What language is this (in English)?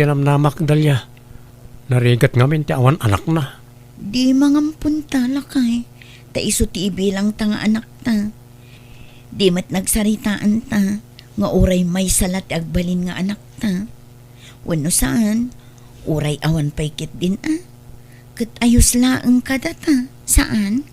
Iloko